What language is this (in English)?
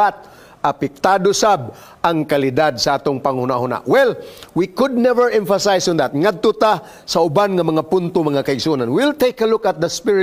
Cebuano